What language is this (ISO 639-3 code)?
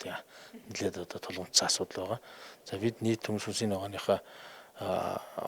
mon